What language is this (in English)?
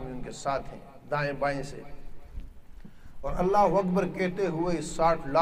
Urdu